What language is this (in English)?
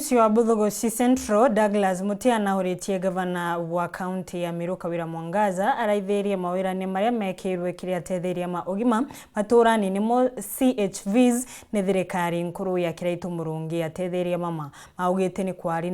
Meru